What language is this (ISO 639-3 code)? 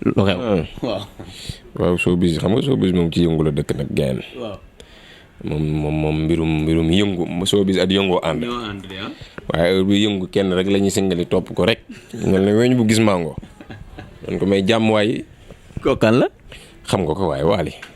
wol